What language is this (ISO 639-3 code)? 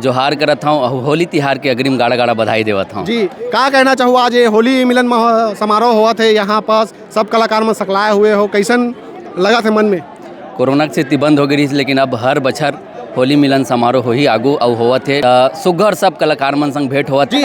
hne